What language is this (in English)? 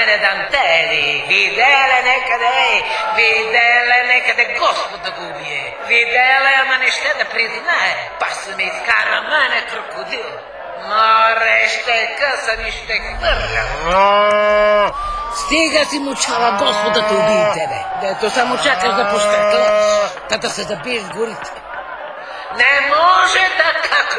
Bulgarian